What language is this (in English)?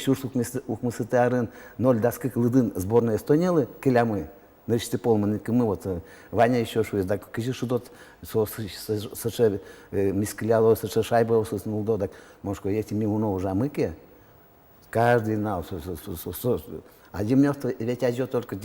Udmurt